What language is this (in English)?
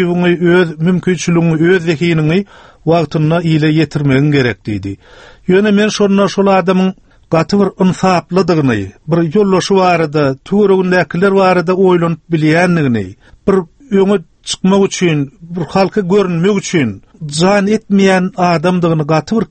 Turkmen